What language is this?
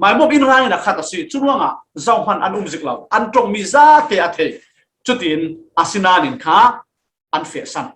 Falam Chin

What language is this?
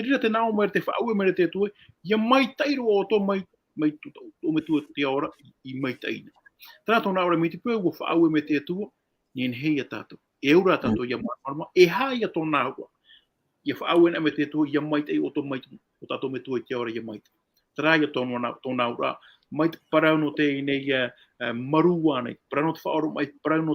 Tahitian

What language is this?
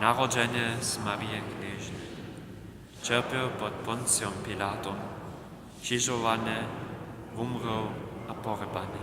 Upper Sorbian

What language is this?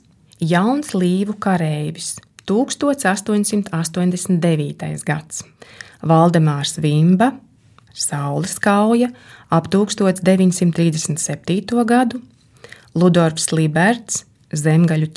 Latvian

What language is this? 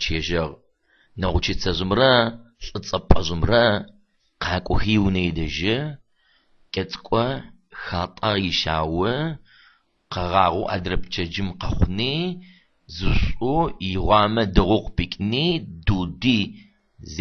Adyghe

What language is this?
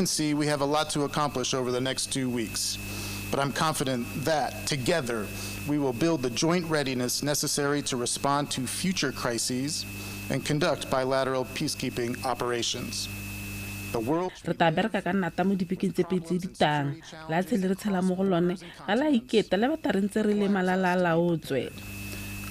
Tswana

